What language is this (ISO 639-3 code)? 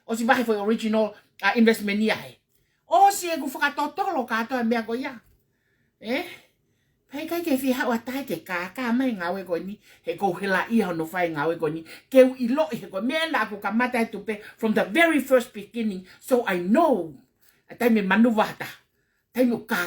ton